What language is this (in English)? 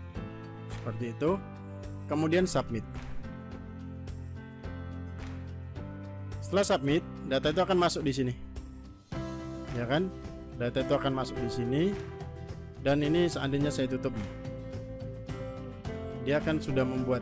Indonesian